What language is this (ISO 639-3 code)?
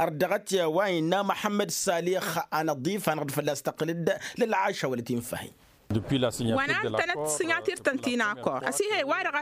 taq